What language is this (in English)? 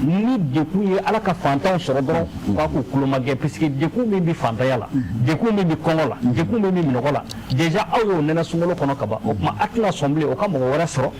Bambara